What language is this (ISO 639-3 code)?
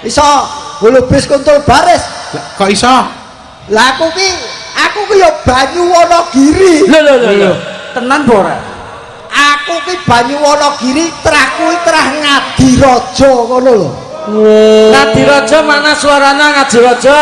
jav